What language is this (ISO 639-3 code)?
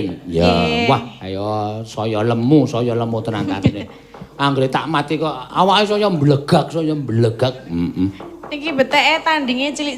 jav